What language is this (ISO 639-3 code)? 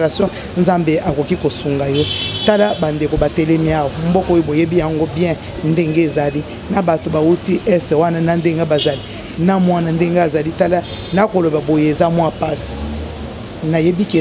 lin